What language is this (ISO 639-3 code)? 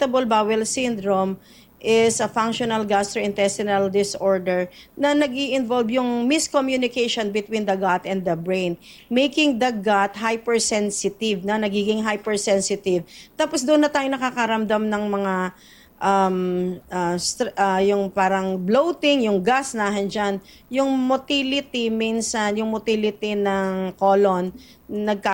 fil